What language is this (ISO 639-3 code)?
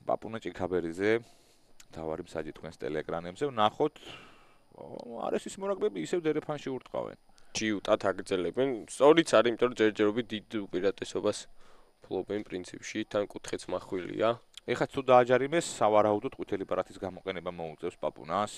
kat